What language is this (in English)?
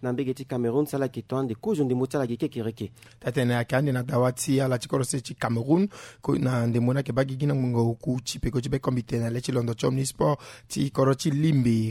Sango